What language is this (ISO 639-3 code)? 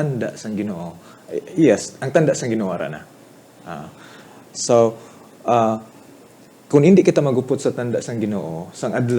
hil